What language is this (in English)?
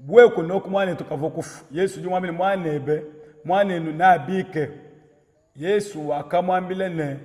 Luba-Lulua